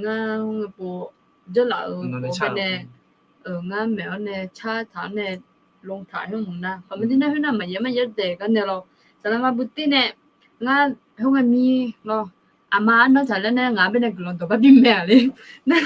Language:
Akha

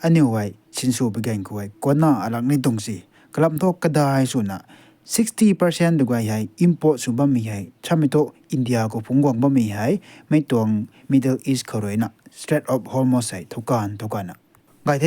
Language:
Rongmei Naga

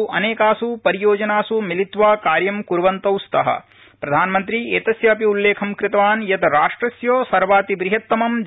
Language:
Sanskrit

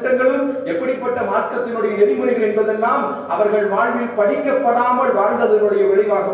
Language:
Tamil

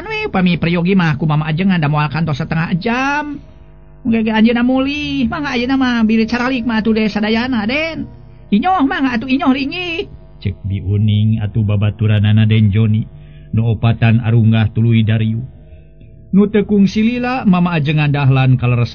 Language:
Sundanese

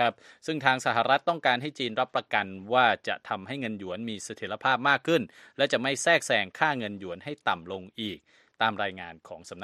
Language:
Thai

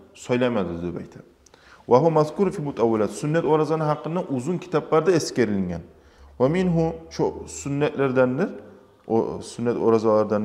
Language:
Kumyk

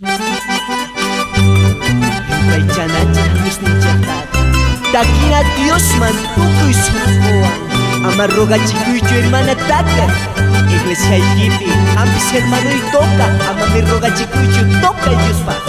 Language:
Quechua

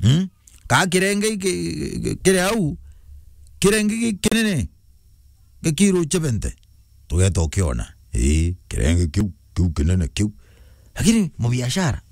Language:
Meru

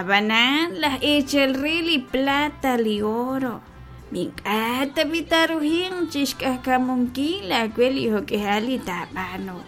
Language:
Kekchí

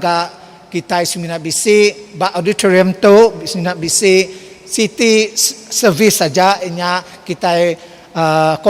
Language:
Iban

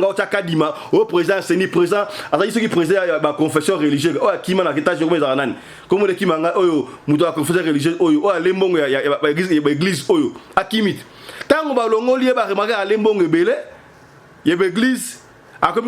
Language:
Lingala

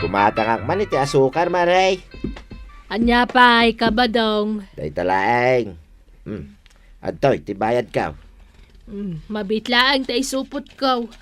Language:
Iloko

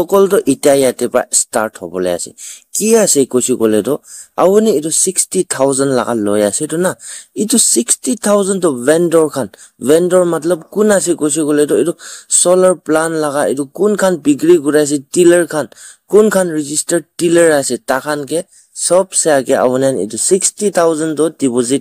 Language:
Naga Pidgin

